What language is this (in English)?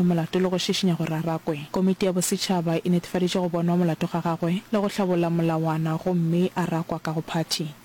Northern Sotho